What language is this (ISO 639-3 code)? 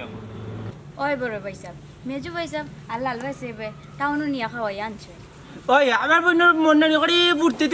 syl